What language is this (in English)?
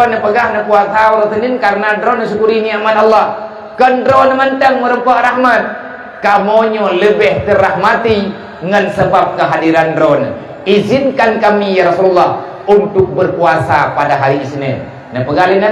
Achinese